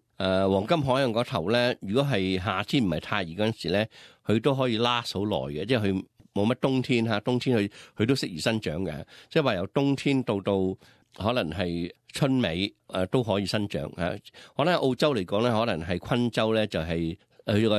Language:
Cantonese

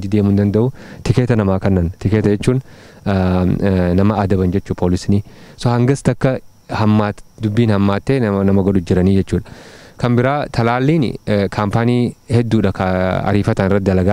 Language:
Oromo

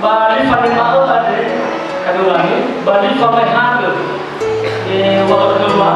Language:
Nias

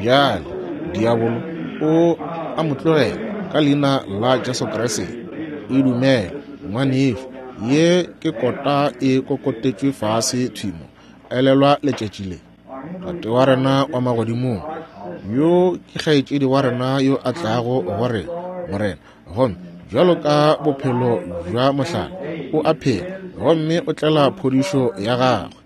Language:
Northern Sotho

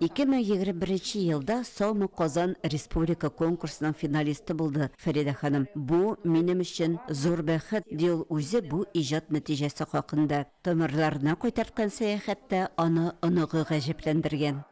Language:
Tatar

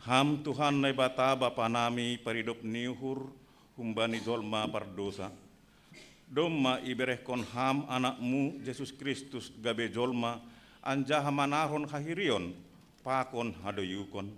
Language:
Batak Simalungun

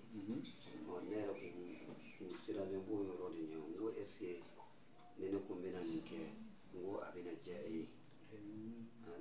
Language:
Bambara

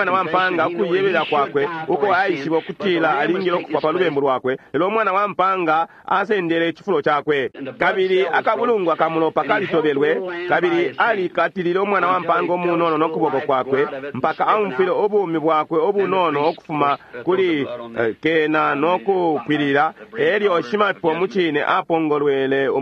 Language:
Bemba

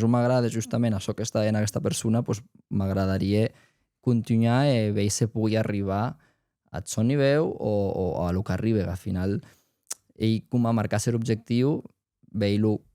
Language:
Occitan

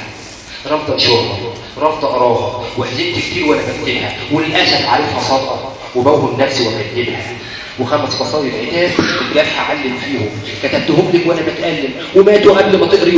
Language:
Egyptian Arabic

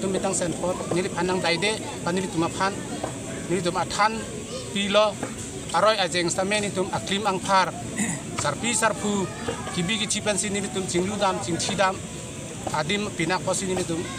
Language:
Karbi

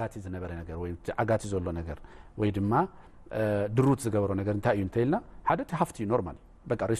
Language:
Tigrinya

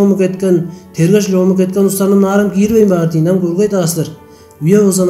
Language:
Tuvinian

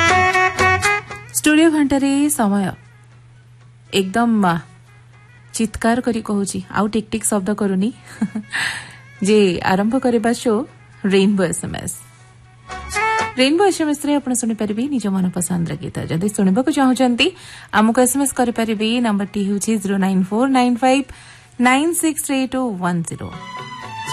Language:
Odia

